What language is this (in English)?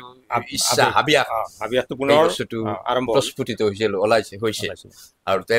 Assamese